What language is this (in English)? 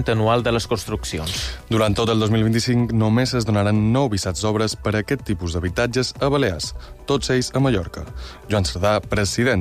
Catalan